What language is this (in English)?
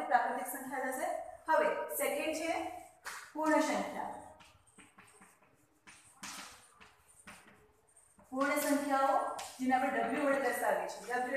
Gujarati